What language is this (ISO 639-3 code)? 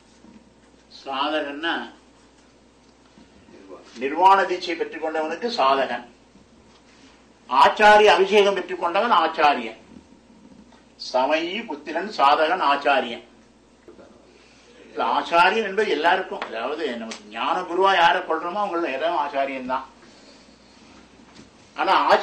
tam